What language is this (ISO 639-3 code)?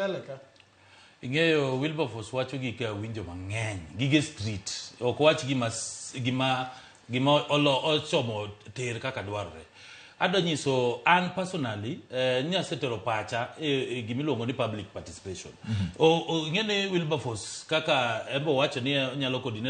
luo